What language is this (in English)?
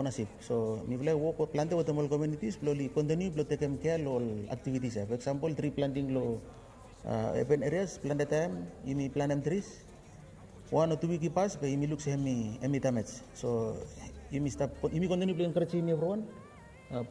Bislama